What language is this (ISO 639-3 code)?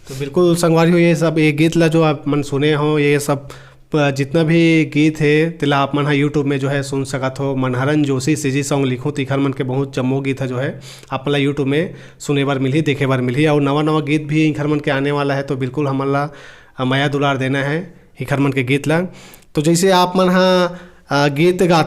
hne